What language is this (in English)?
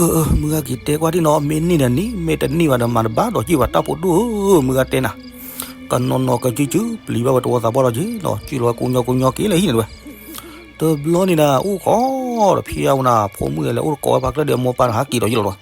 S'gaw Karen